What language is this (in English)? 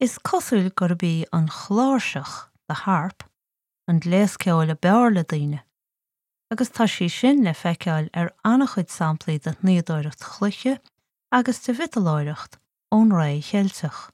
Irish